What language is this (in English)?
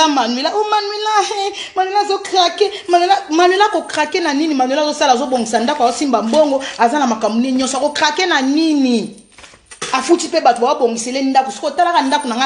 Lingala